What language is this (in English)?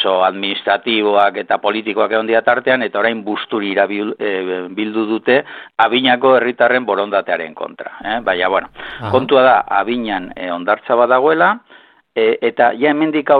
Basque